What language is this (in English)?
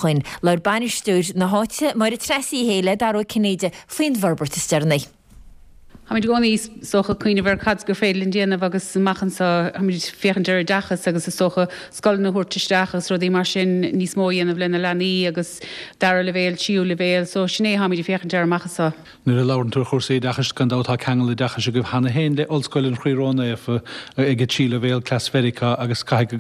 Irish